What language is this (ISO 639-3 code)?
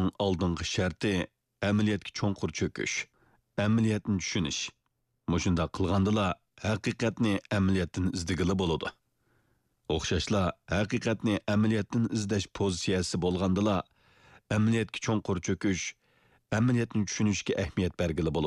uig